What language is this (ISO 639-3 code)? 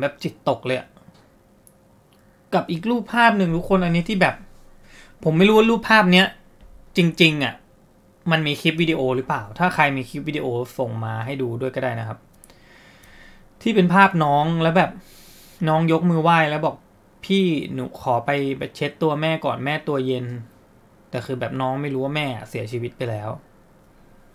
tha